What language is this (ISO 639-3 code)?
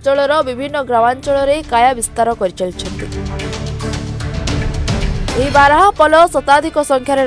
ori